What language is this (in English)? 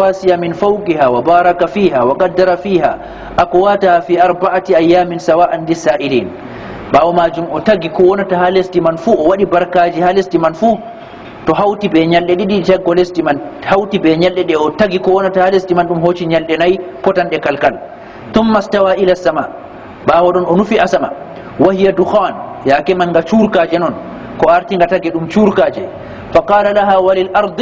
Fula